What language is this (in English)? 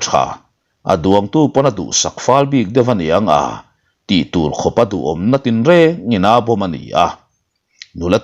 Mizo